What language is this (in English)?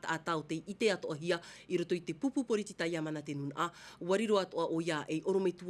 Tahitian